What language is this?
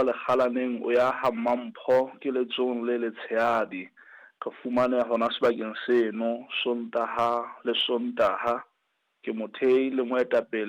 Southern Sotho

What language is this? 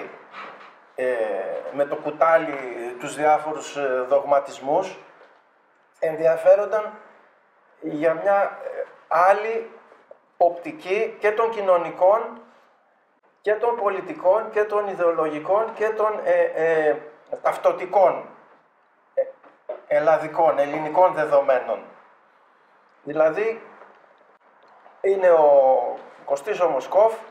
Greek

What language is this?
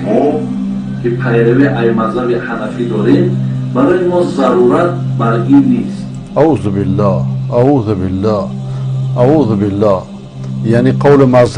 Persian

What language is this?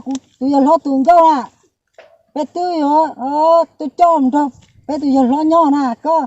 Hmong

